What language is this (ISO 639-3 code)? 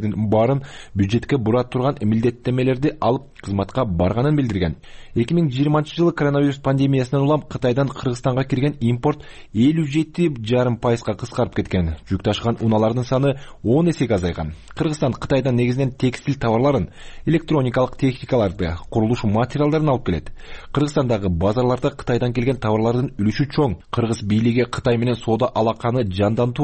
kir